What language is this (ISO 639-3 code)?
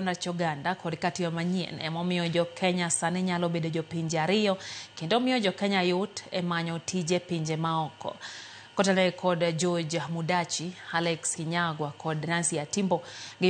luo